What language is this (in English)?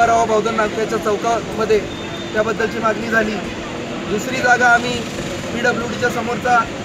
Marathi